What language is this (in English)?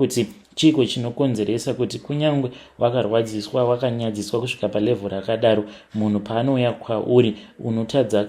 Shona